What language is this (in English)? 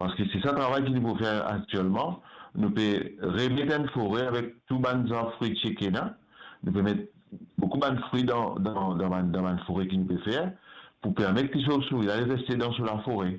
Morisyen